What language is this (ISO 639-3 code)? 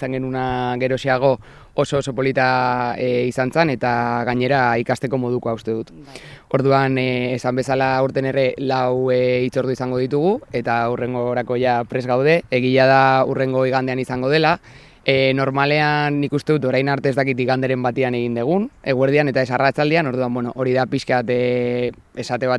eus